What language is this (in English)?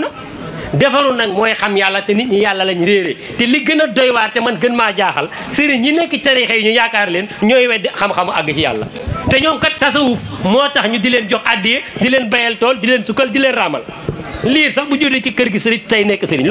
Wolof